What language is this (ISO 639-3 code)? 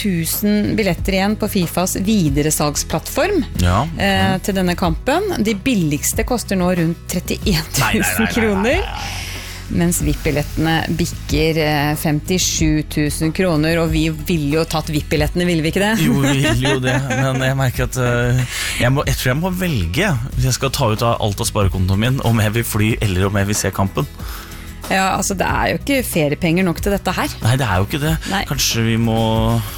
nor